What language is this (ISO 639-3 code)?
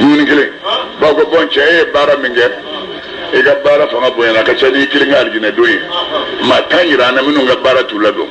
bam